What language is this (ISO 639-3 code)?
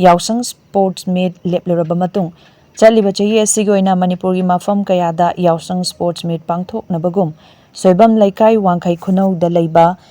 mni